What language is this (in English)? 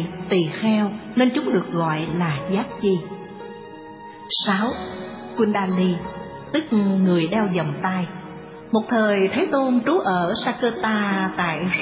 Vietnamese